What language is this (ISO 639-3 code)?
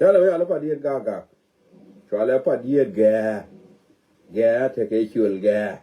nus